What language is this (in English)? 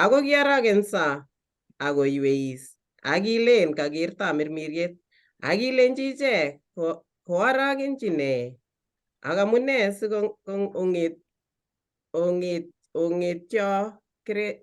Kalenjin